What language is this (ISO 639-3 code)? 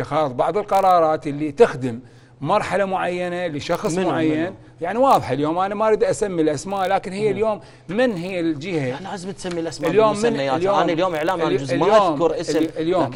acm